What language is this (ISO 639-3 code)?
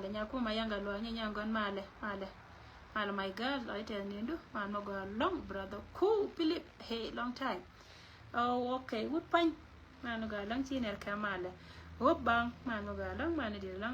nus